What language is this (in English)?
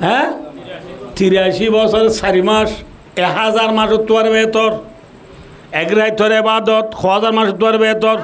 Rohingya